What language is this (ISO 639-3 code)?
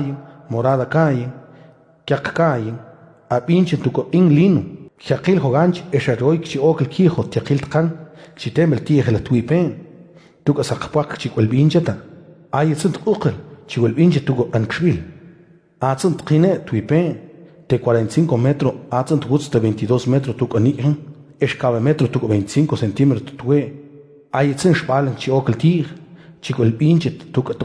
mam